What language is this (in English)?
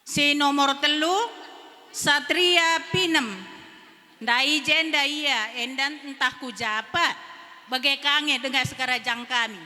Batak Karo